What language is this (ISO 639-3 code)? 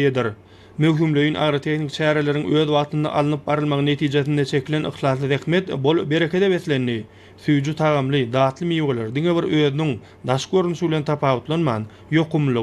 tuk